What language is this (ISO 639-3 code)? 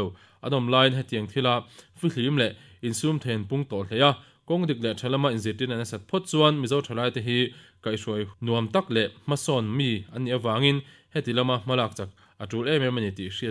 lus